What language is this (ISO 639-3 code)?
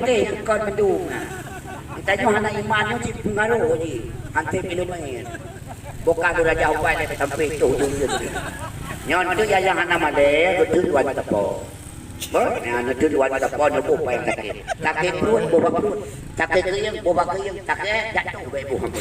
ace